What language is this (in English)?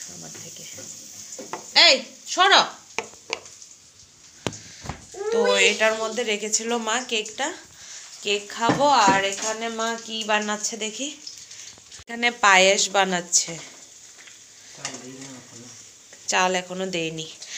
Bangla